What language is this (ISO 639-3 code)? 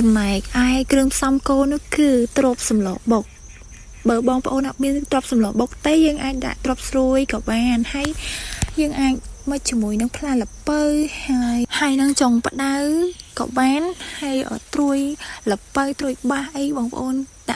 khm